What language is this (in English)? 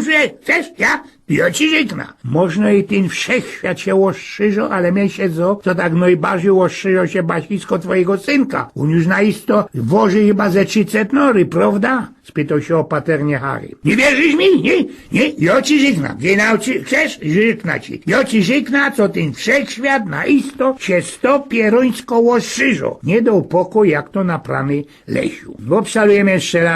Silesian